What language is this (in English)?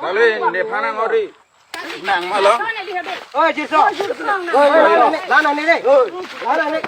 Karbi